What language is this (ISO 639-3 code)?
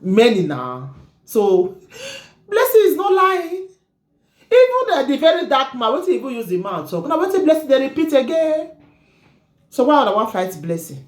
pcm